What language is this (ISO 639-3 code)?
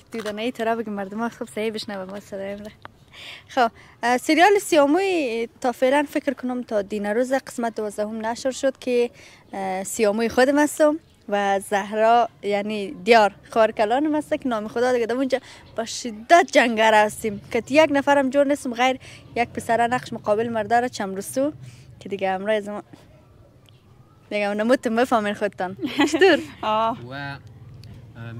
fas